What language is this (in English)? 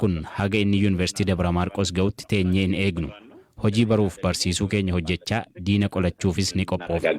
Oromo